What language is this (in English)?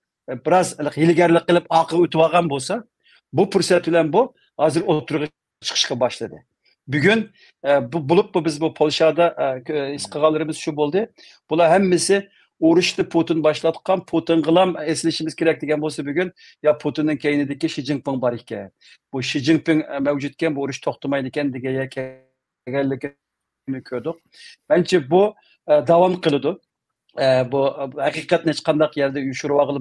Uyghur